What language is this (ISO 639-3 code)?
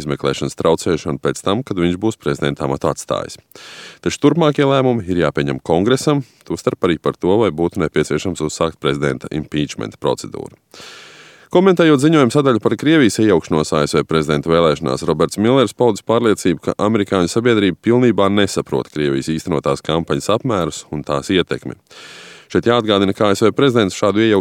lav